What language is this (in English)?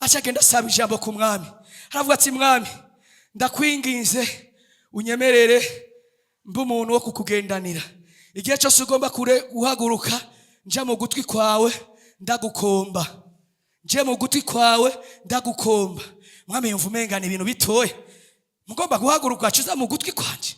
Rundi